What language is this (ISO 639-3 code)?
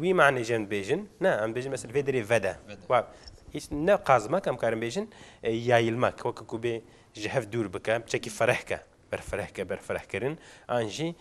kur